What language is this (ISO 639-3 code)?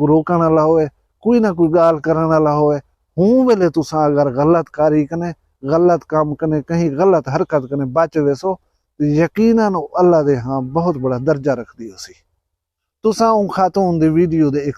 skr